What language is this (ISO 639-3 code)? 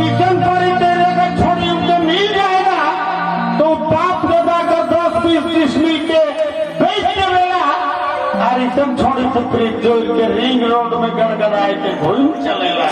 sck